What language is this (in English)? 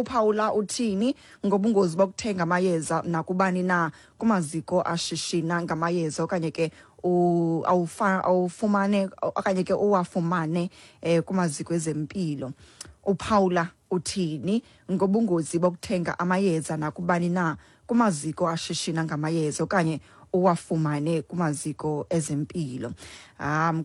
Xhosa